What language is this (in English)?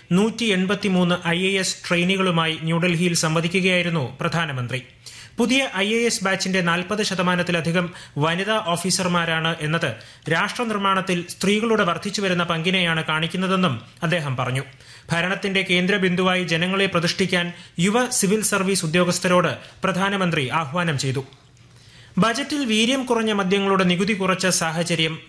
Malayalam